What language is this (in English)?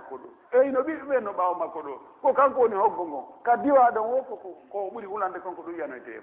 Pular